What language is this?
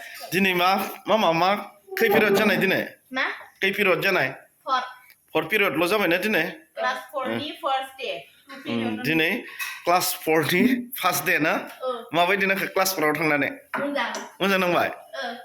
Bodo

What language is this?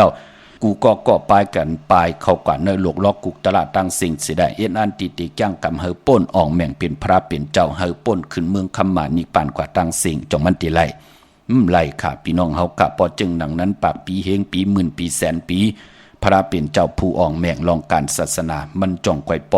Shan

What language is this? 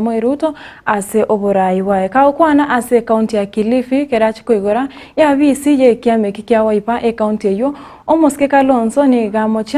Gusii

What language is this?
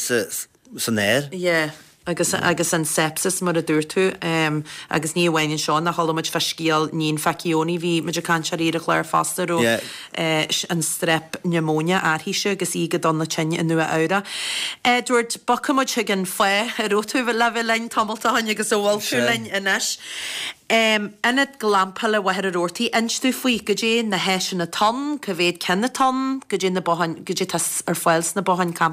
Irish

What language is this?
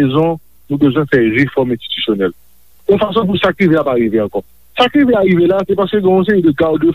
Haitian Creole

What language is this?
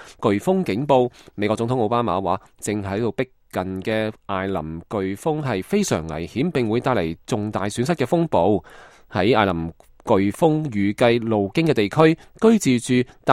Cantonese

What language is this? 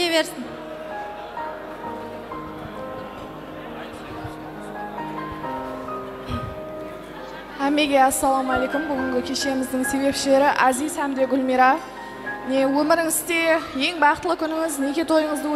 Kara-Kalpak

